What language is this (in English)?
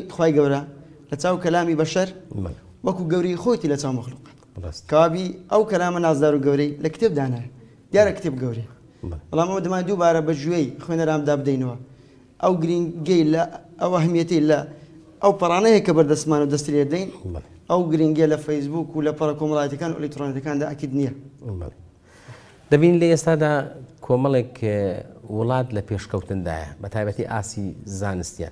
Central Kurdish